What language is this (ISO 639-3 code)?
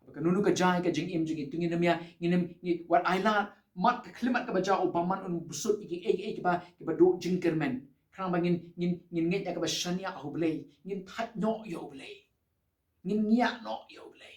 kha